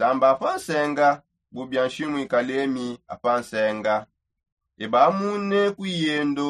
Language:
Songe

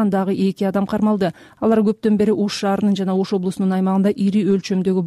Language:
Kyrgyz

